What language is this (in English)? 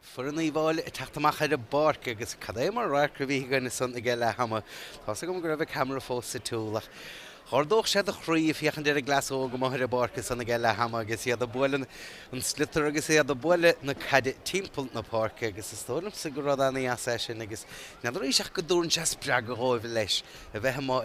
Irish